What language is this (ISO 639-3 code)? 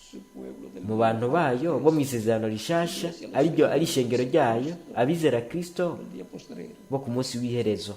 run